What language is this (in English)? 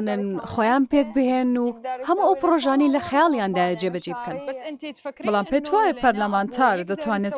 Central Kurdish